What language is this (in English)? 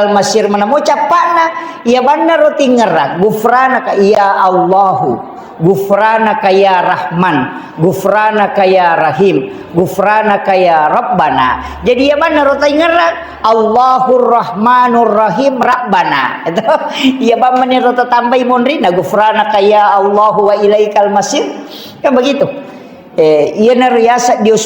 Buginese